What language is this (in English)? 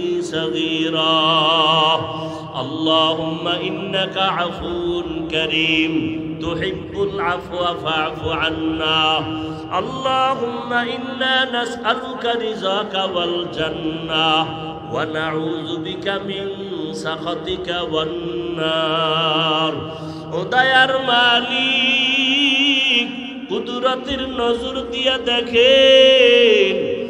Bangla